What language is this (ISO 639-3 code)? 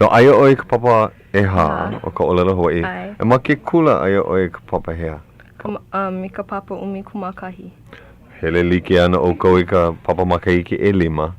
haw